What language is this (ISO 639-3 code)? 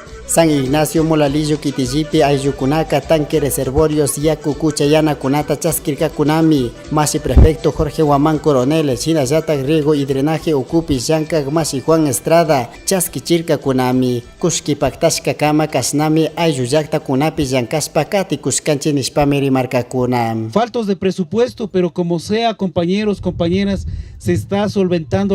qug